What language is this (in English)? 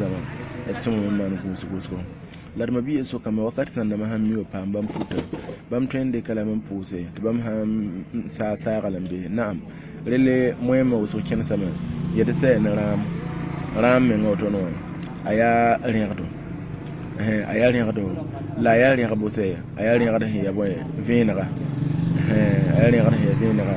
Mossi